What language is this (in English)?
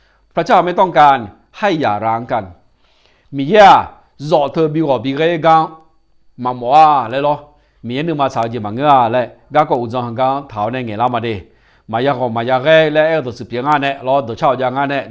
Akha